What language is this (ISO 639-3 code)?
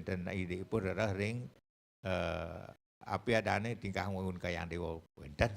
ban